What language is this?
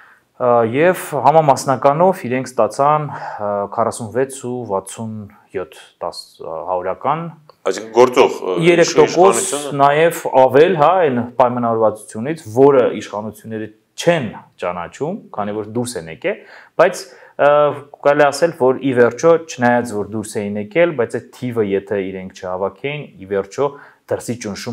Armenian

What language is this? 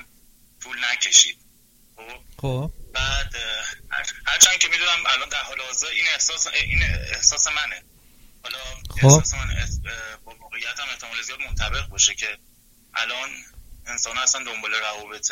Persian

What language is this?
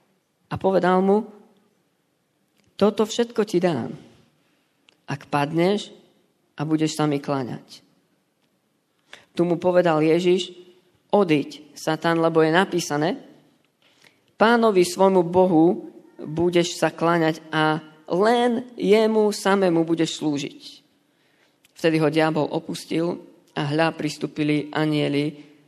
Slovak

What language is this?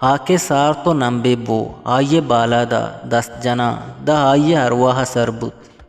Eastern Balochi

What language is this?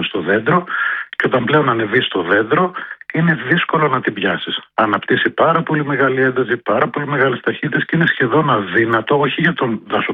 Greek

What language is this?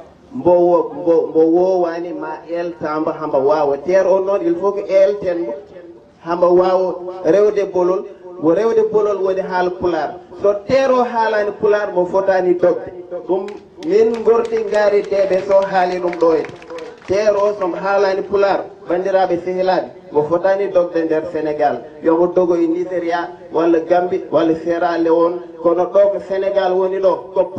Fula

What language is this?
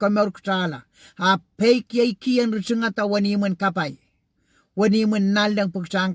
Pohnpeian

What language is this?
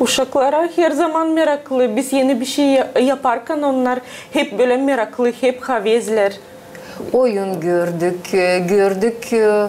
Gagauz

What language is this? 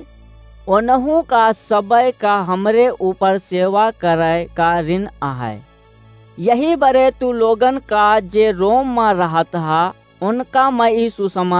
Awadhi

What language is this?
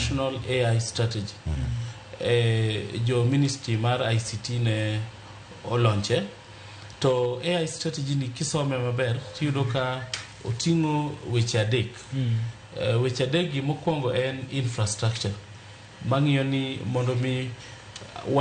Luo (Kenya and Tanzania)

